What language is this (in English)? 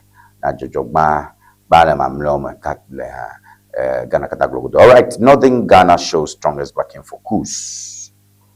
Ewe